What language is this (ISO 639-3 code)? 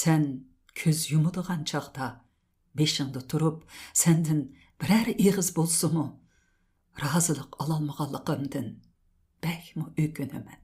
uig